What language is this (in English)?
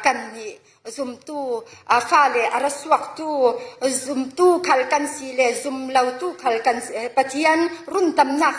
Falam Chin